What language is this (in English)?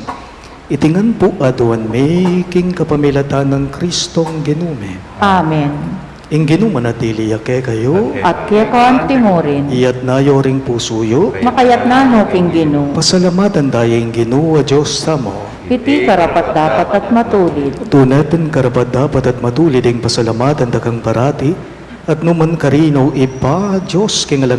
Pampanga